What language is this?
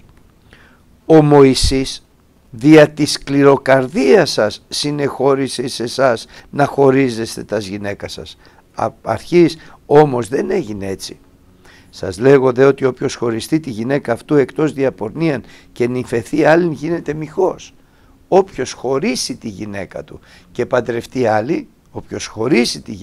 Greek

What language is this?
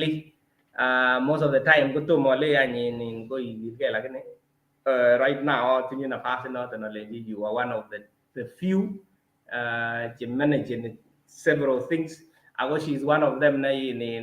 Kalenjin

